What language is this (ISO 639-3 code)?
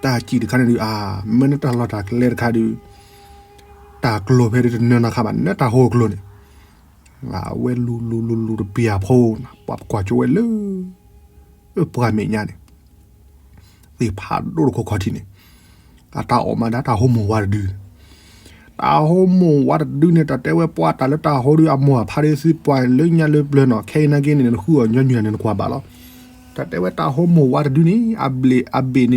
ksw